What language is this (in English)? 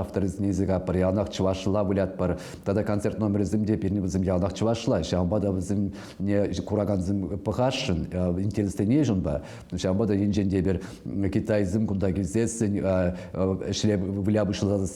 Chuvash